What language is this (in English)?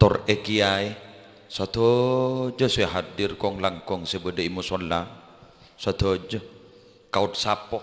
Madurese